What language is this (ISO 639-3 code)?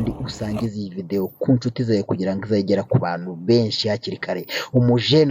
kin